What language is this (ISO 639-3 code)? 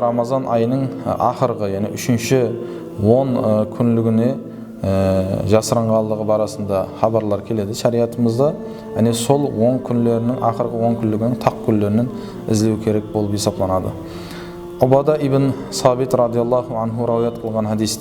kaa